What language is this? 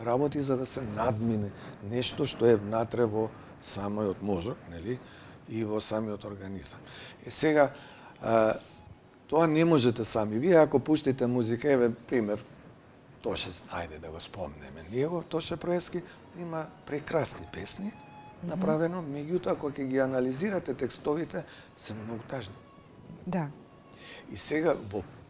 Macedonian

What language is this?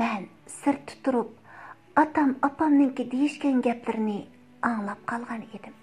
Uyghur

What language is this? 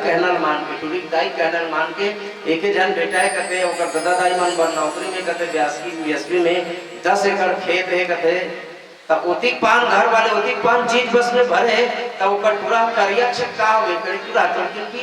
Chhattisgarhi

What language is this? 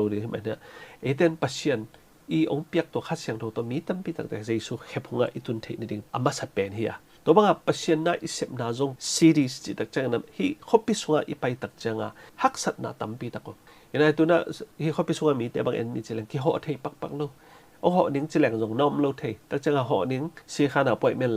Tedim Chin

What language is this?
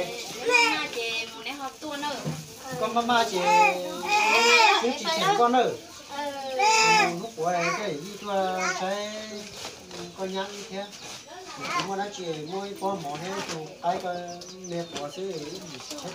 Vietnamese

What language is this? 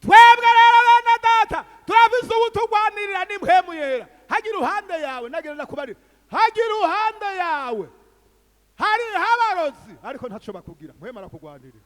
Rundi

